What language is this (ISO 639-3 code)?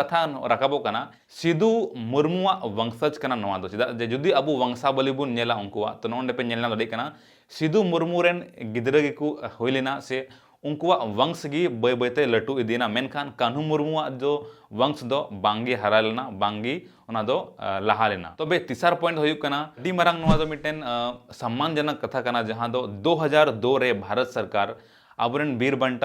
sat